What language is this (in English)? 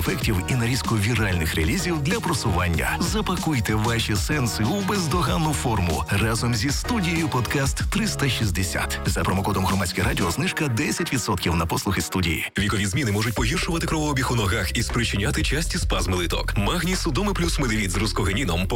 Ukrainian